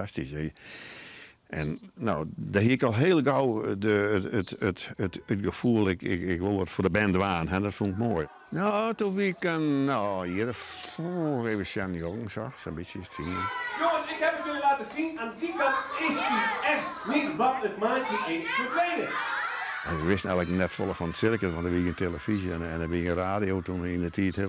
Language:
Western Frisian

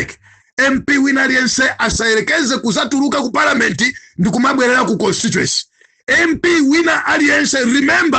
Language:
Nyanja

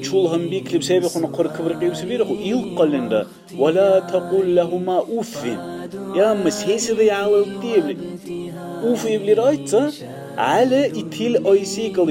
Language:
Dargwa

